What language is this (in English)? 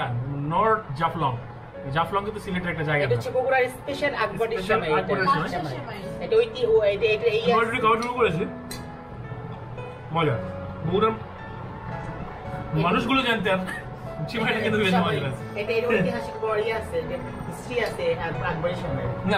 Bangla